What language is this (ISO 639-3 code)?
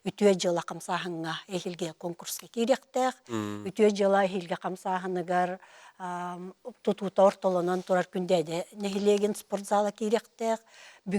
sah